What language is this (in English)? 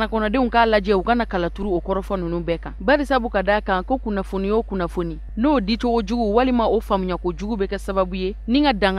Bambara